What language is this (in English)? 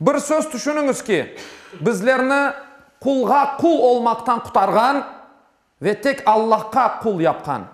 Crimean Tatar